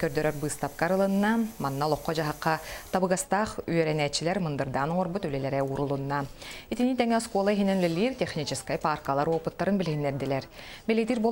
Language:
Yakut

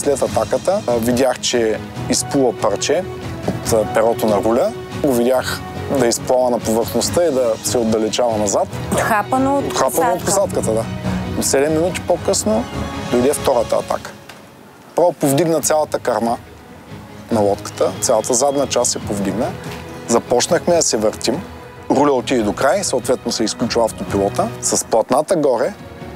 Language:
Bulgarian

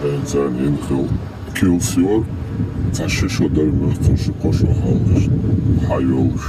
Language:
Chechen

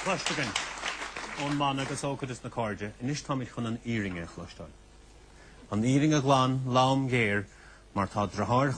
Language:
Irish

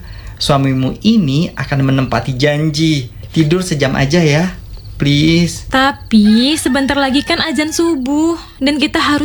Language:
Indonesian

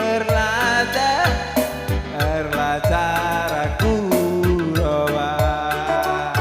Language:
Batak Karo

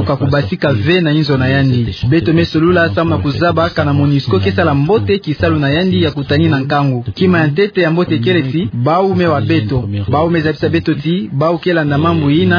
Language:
Kituba (Democratic Republic of Congo)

